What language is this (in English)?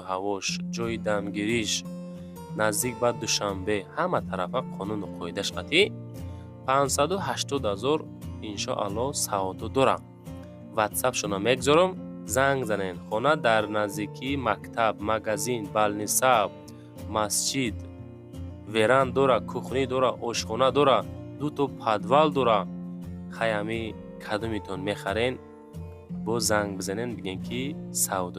Tajik